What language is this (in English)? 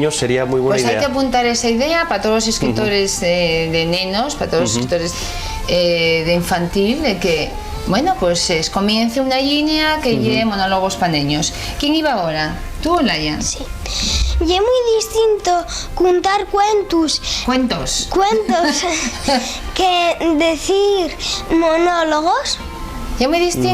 Asturian